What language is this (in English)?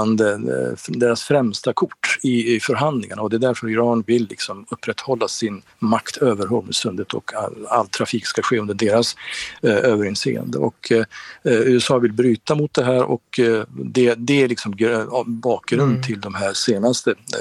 Swedish